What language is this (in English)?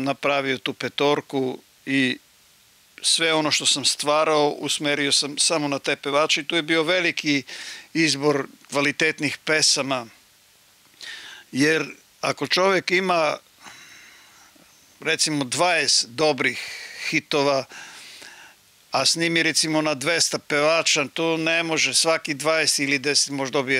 Serbian